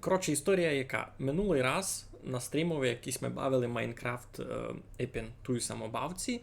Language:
Rusyn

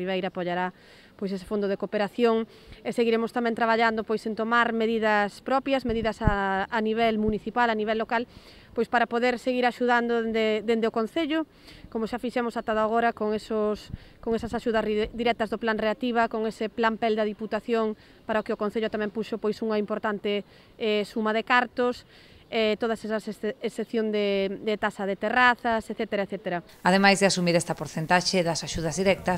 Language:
Galician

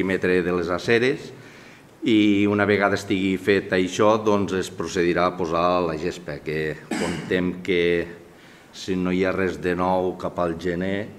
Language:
Catalan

